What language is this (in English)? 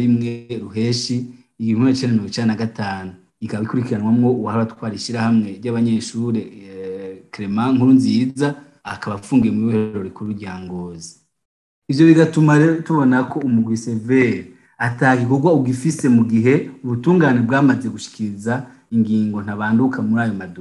Rundi